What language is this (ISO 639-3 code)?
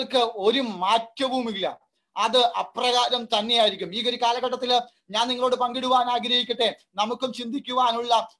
mal